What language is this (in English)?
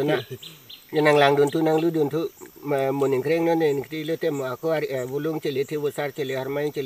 Karbi